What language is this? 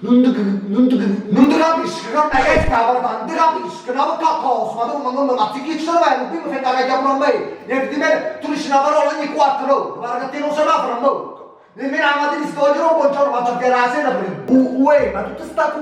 Neapolitan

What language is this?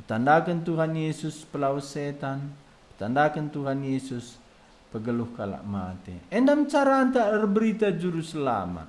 Batak Karo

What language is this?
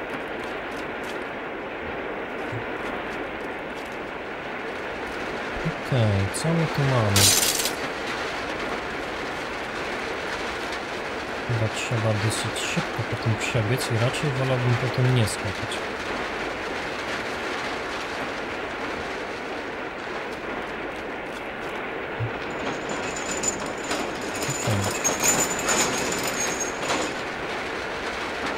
Polish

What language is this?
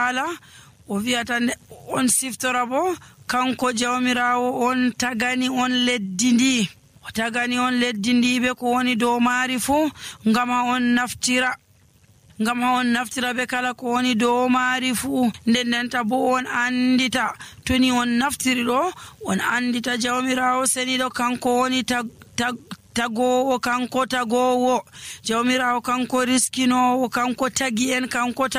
Nigerian Fulfulde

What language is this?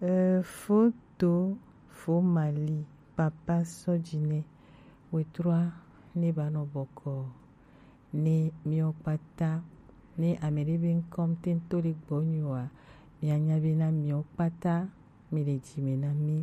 Gen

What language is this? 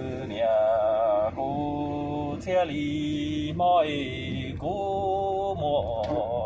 Hmong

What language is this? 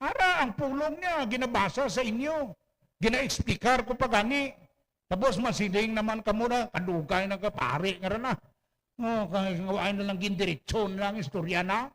Hiligaynon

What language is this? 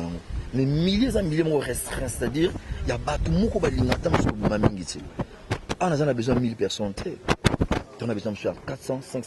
Lingala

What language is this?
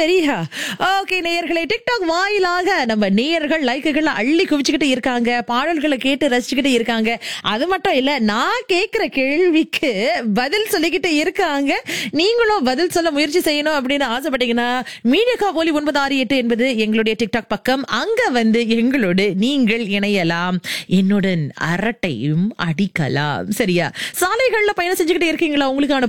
Tamil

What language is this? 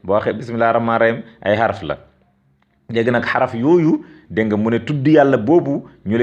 Wolof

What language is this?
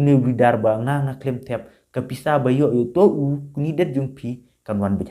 Khasi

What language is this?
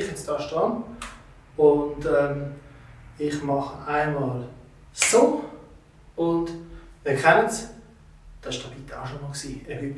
Swiss German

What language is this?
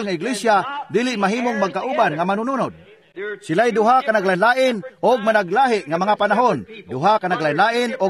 Cebuano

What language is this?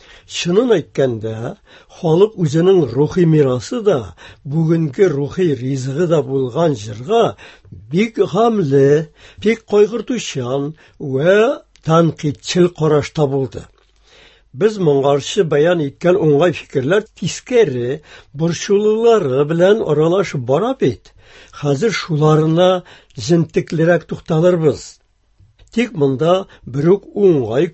Tatar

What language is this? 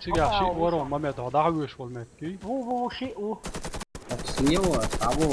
Chechen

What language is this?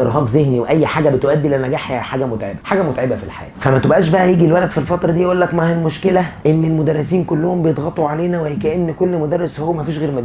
Egyptian Arabic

